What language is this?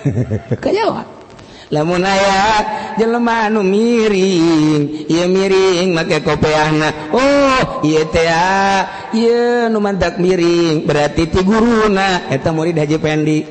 Sundanese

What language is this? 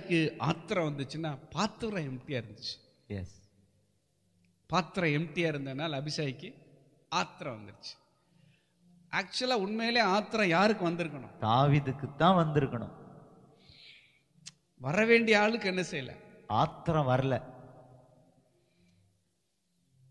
Tamil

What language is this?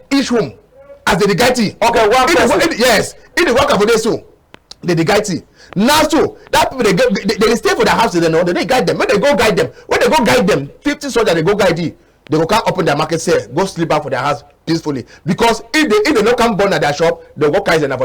Cameroon Pidgin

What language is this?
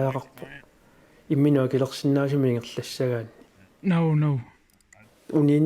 Kalaallisut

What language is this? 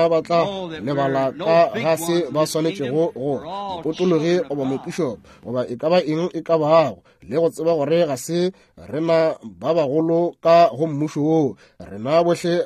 Northern Sotho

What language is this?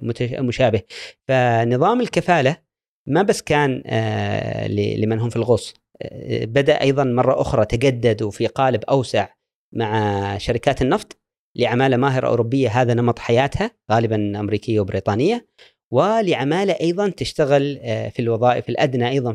Gulf Arabic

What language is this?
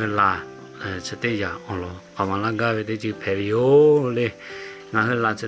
Lahu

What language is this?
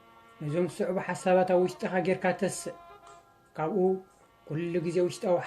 Tigrinya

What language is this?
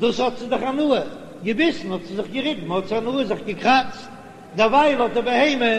Yiddish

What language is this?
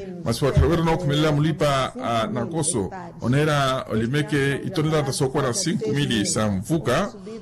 Makhuwa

